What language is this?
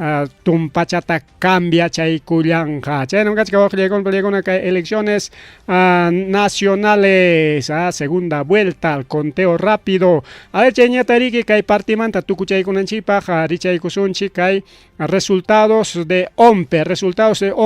Ayacucho Quechua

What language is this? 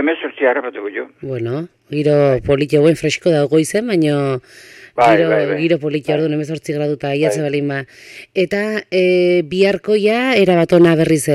Basque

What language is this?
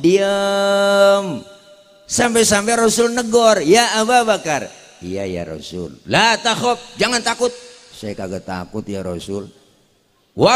Betawi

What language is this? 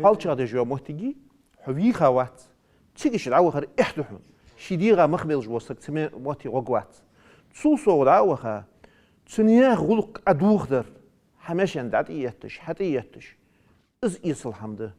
Ingush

